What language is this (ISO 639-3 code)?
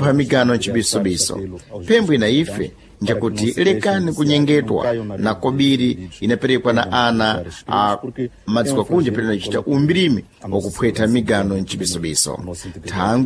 seh